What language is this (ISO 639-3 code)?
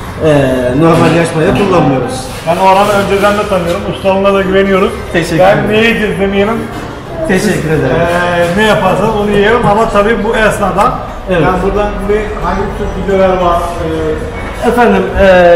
tur